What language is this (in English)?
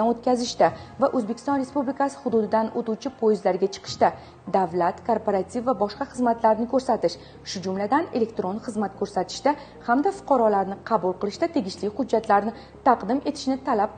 Uzbek